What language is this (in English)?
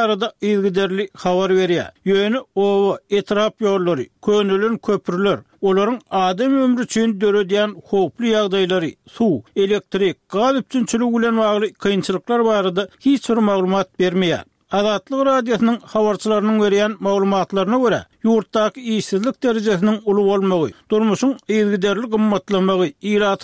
Turkmen